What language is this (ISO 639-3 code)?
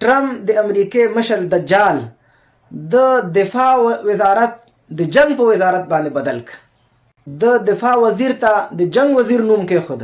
pus